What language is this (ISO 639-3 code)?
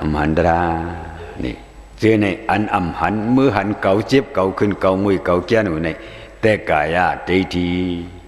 shn